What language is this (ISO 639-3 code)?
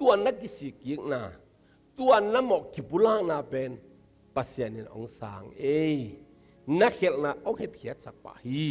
ctd